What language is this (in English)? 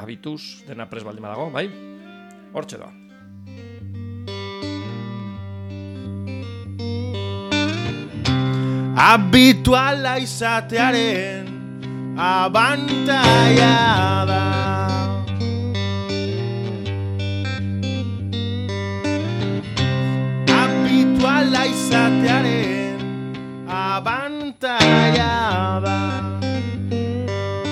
Basque